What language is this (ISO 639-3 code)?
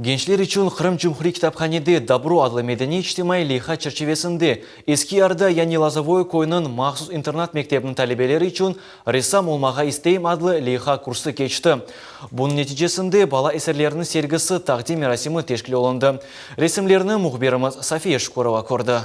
crh